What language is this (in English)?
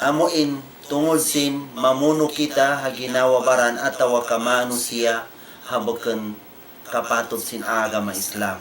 Tausug